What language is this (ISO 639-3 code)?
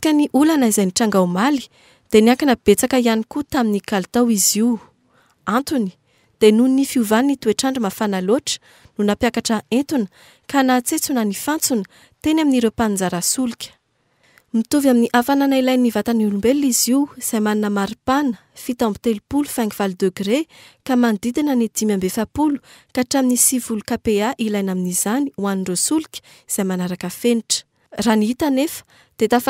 mlg